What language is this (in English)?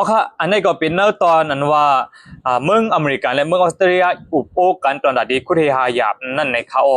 Shan